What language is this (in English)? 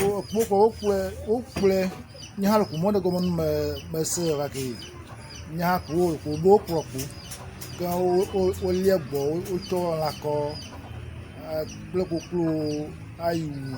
Ewe